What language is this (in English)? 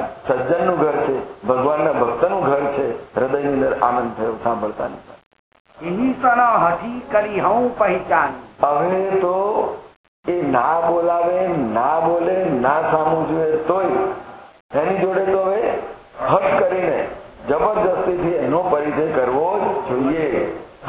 Gujarati